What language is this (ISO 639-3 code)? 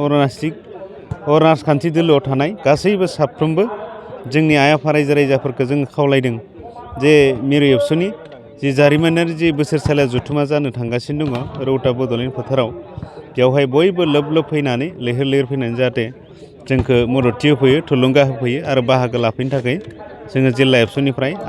brx